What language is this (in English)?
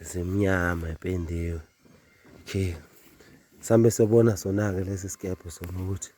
Zulu